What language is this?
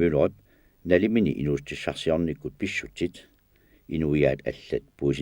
Kalaallisut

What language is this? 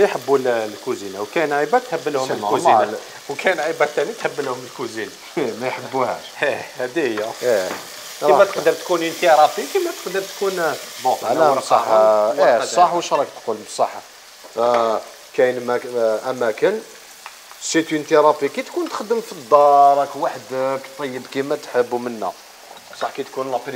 Algerian Arabic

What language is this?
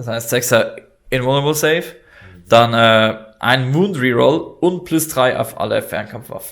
Swiss German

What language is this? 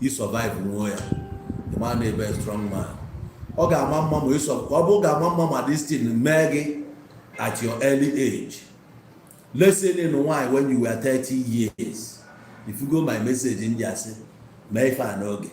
Igbo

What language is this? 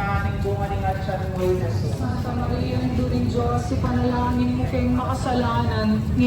Pampanga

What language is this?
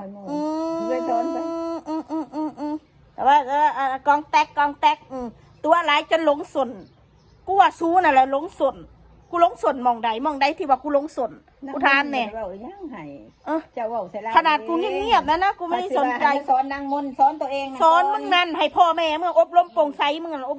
Northeastern Thai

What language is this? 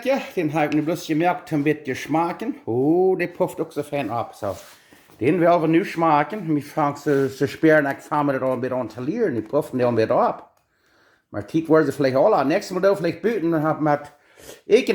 Plautdietsch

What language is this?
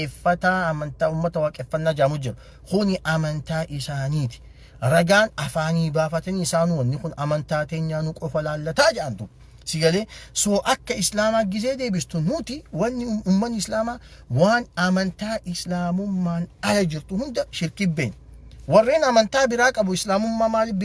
Oromo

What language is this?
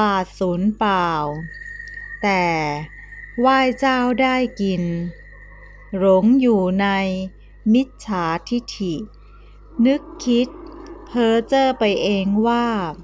Thai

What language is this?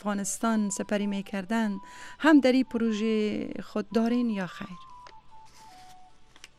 Persian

